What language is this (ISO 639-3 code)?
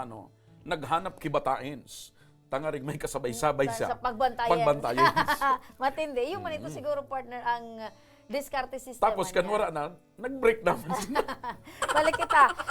bik